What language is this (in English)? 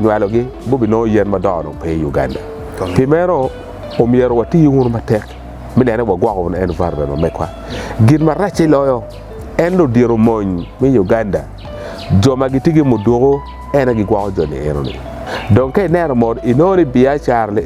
Acoli